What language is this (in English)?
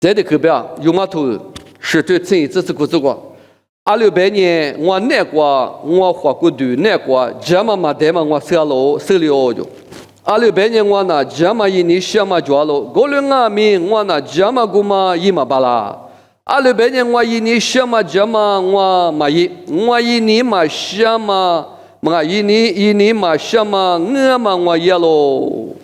Lisu